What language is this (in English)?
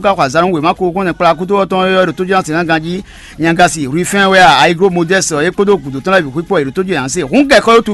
Fon